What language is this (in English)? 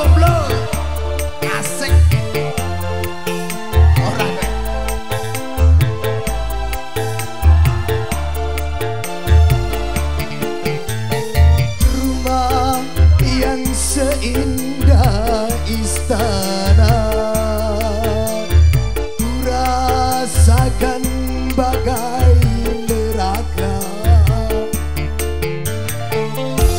Indonesian